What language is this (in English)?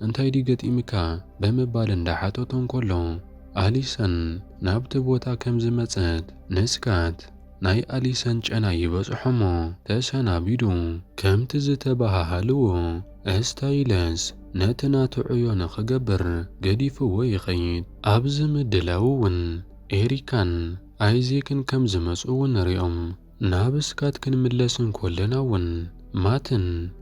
Tigrinya